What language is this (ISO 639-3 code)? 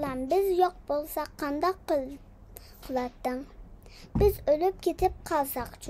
uig